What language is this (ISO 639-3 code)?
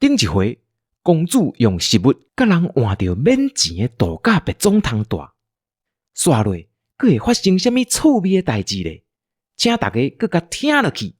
nan